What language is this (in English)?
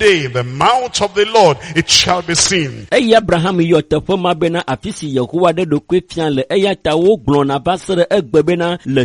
Ewe